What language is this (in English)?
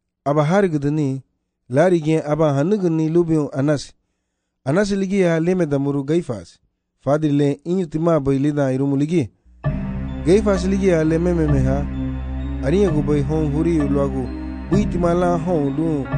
Garifuna